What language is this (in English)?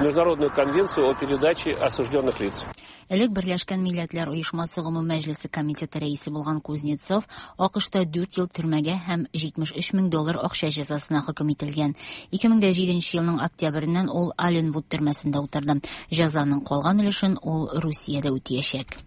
Tatar